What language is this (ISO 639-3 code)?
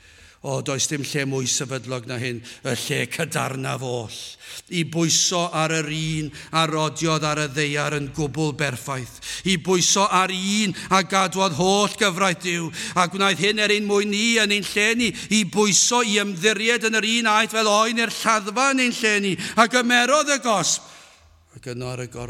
cym